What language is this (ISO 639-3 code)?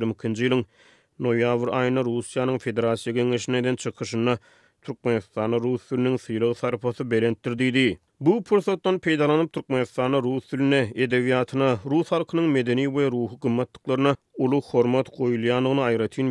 tuk